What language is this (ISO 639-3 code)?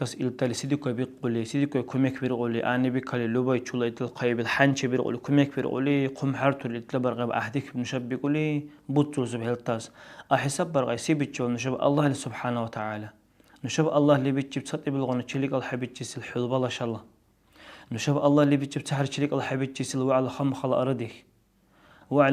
dar